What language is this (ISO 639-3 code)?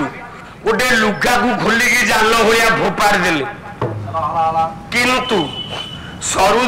ori